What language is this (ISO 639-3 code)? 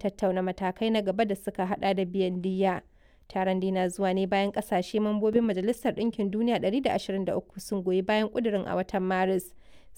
hau